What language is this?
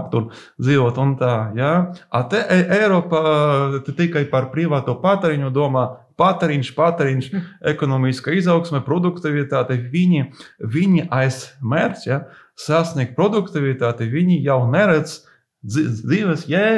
Latvian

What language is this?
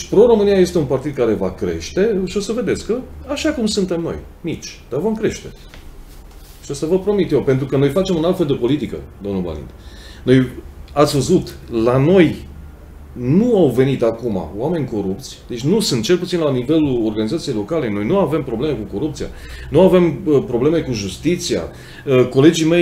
Romanian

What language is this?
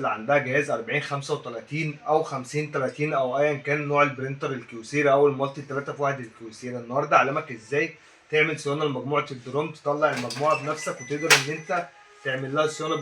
Egyptian Arabic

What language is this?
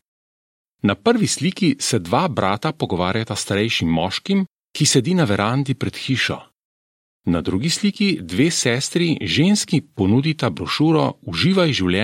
Slovenian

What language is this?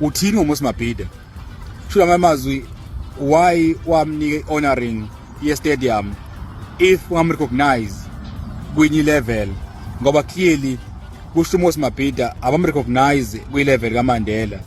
Zulu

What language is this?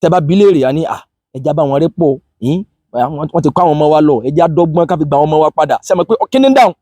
Yoruba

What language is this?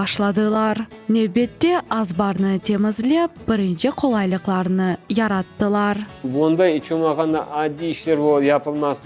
Crimean Tatar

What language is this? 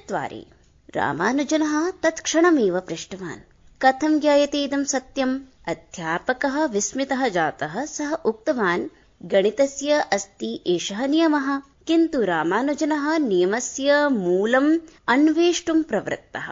Sanskrit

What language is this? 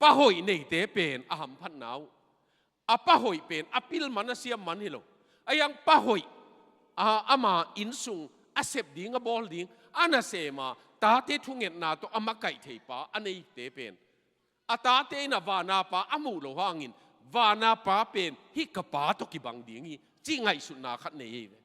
Tedim Chin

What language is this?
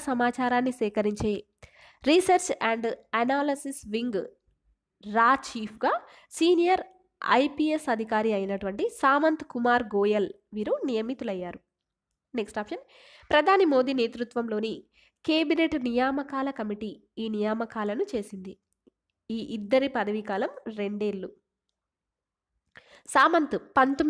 Telugu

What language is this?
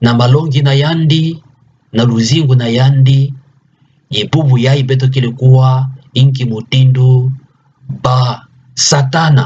Kituba (Democratic Republic of Congo)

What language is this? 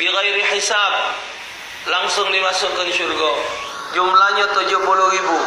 Musi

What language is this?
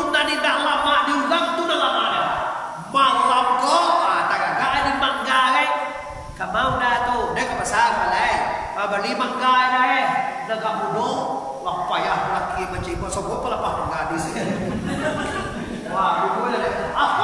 Minangkabau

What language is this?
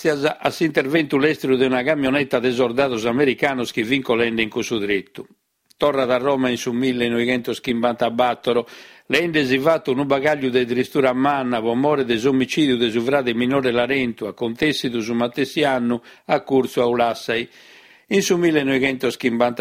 Sardinian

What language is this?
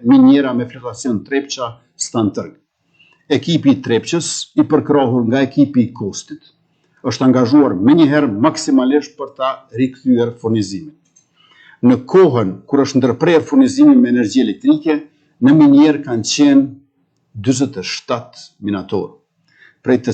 Albanian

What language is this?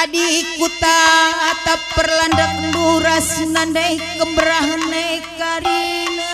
Batak Karo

